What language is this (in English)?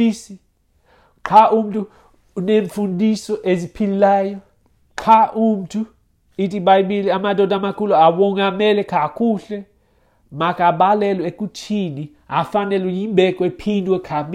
Xhosa